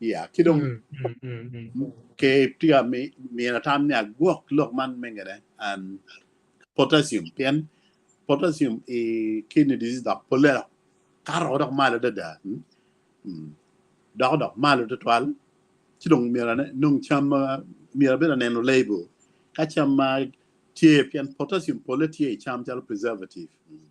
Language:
Acoli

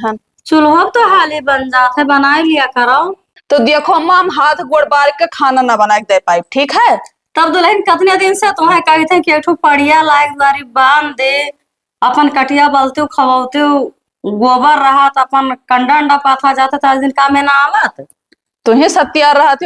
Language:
Awadhi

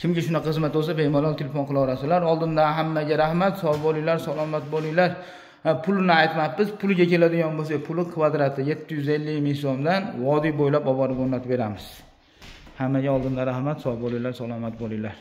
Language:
Uzbek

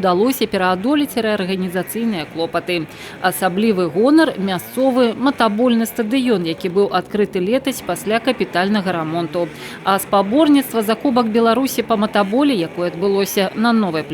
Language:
Belarusian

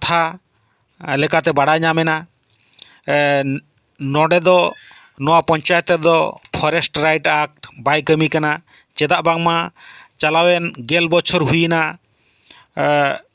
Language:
Santali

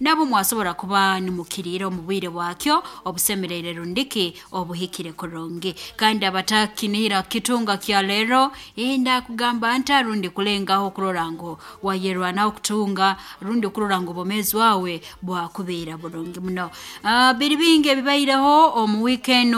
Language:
Nyoro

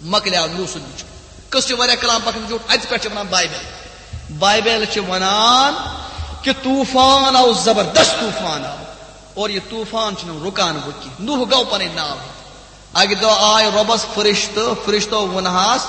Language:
Kashmiri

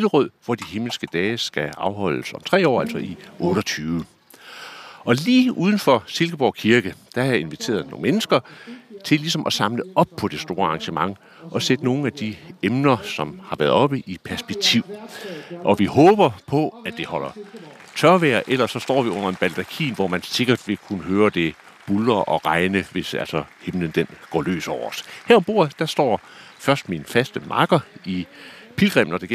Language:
Danish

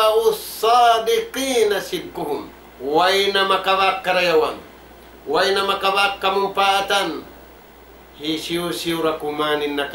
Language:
Tausug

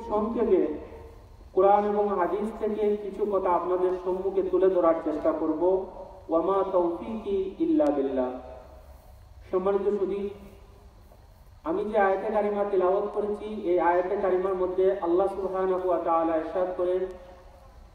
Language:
Bangla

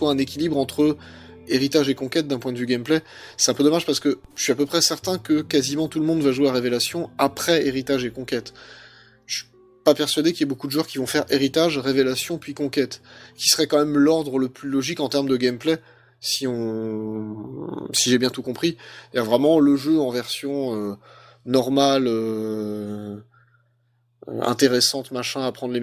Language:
French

